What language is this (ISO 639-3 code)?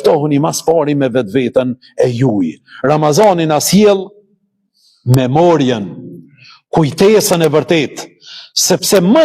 sqi